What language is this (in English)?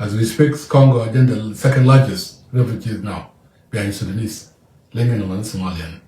Nuer